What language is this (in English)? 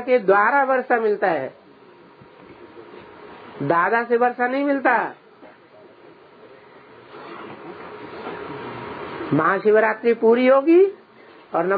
Hindi